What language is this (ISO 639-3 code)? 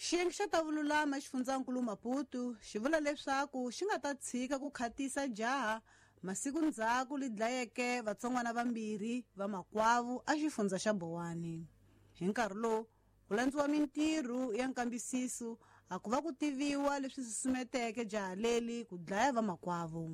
tso